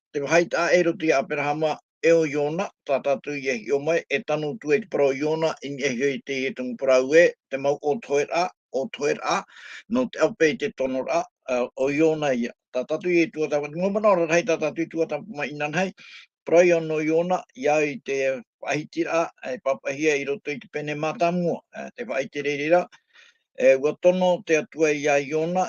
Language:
Tahitian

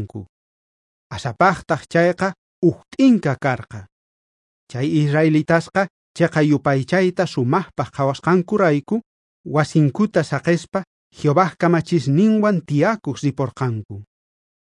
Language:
South Bolivian Quechua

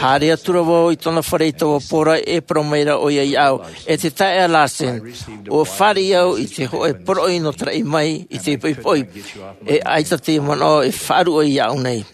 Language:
Tahitian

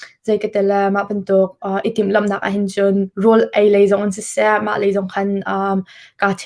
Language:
Hakha Chin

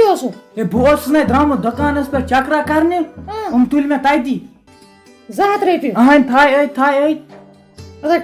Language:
Kashmiri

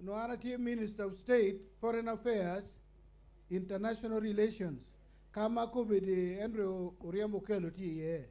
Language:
Acoli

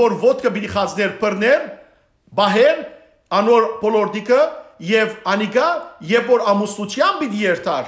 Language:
Western Armenian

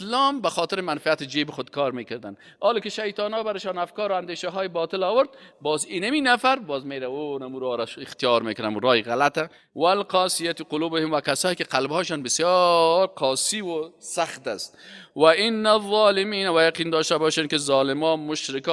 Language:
Persian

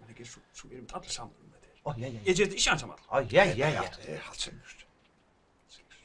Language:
Faroese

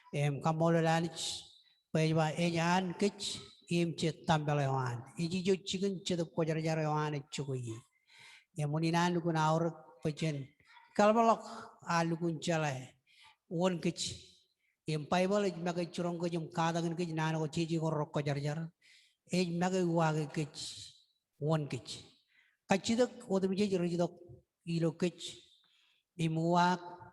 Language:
Marshallese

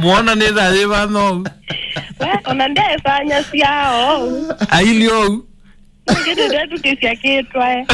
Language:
Kamba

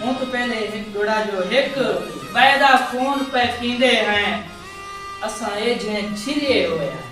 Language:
Saraiki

